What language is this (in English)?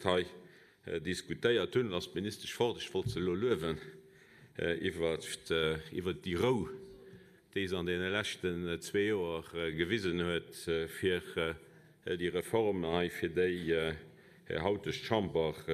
Luxembourgish